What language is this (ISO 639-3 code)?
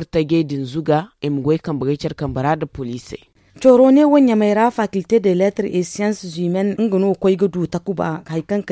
dje